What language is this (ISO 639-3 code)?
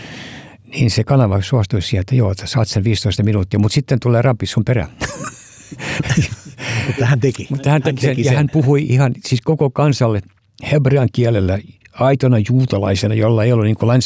fin